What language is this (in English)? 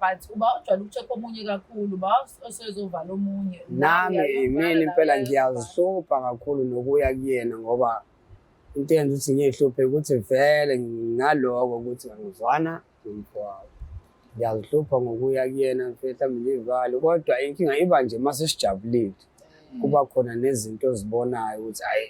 Zulu